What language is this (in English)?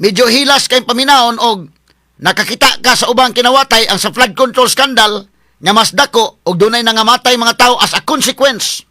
Cebuano